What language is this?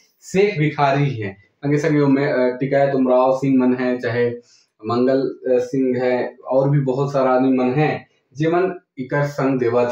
Sadri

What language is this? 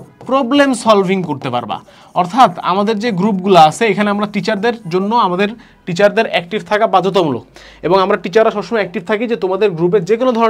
Bangla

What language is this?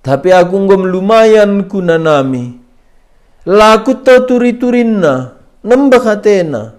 Batak Karo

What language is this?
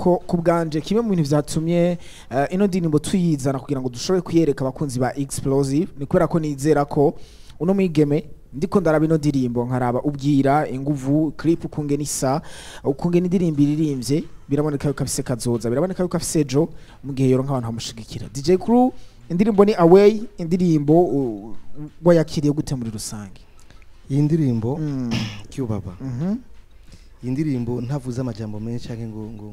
Rundi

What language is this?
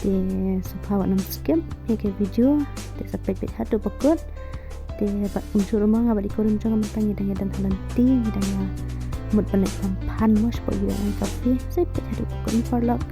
Khasi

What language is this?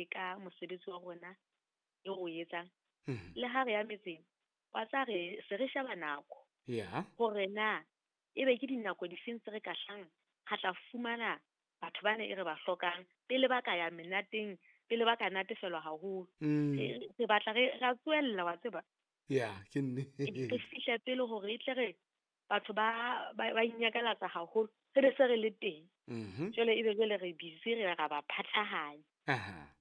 Southern Sotho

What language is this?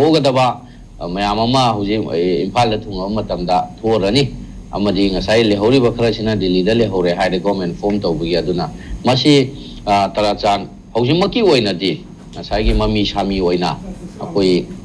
Manipuri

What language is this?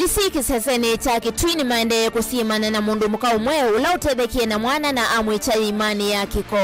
Kamba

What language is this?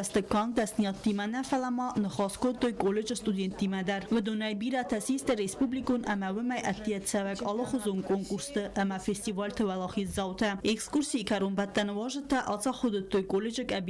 Ossetic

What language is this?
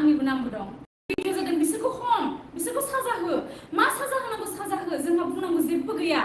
Bodo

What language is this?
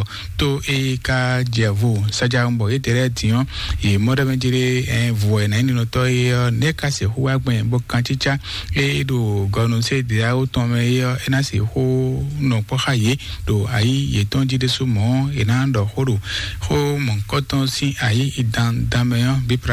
Fon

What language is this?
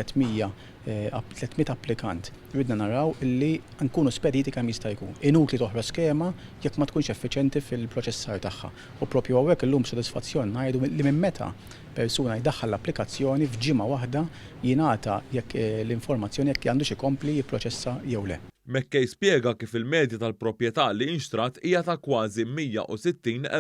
Maltese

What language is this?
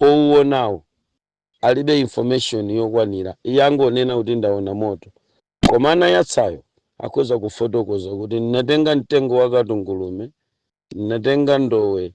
Nyanja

